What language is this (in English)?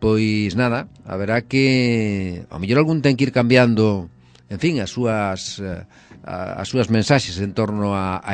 Galician